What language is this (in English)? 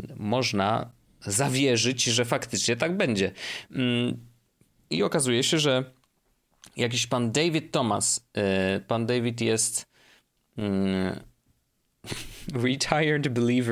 Polish